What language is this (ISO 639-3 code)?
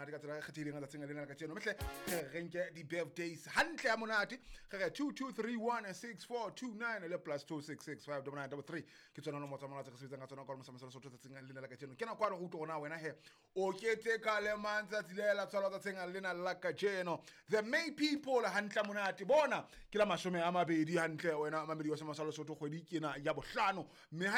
sot